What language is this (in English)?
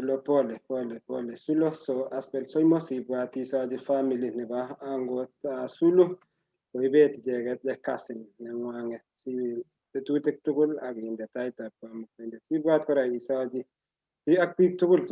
Kalenjin